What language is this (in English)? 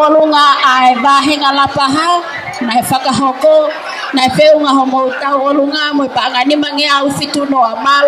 Tongan